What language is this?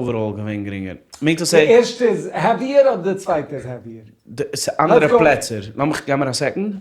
Yiddish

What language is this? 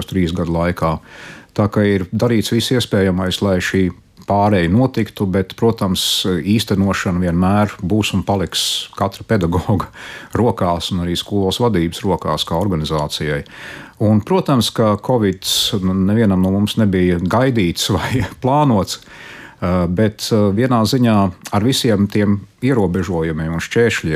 Latvian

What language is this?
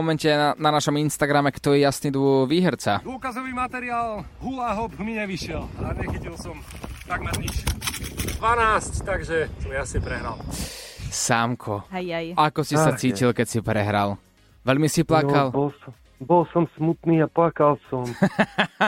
Slovak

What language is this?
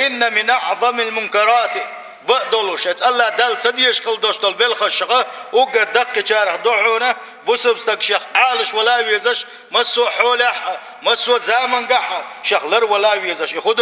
Chechen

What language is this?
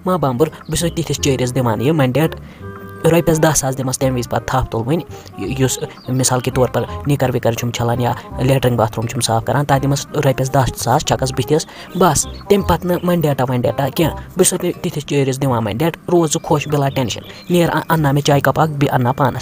Kashmiri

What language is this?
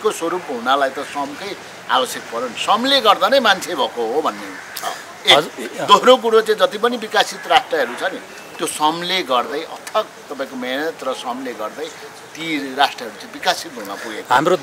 Nepali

